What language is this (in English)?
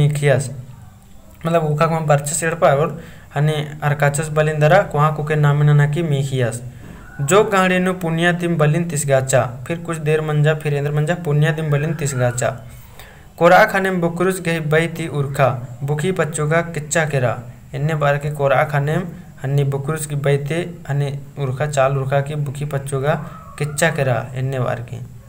Kurukh